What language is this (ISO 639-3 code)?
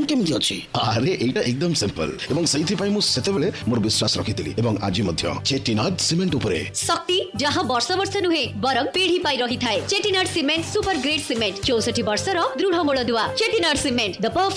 ori